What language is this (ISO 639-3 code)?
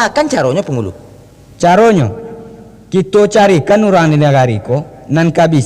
min